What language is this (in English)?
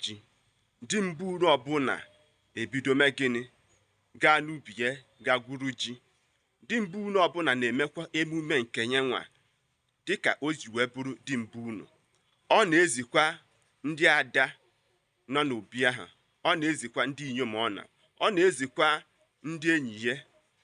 Igbo